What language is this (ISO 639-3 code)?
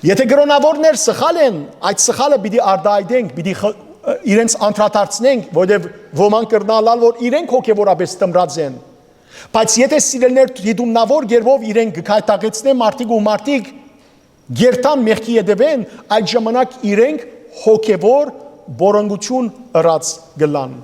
hyw